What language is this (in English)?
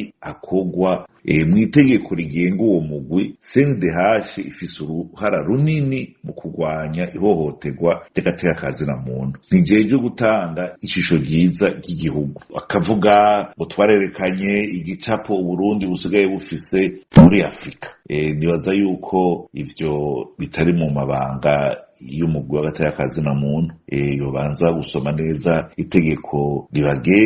Rundi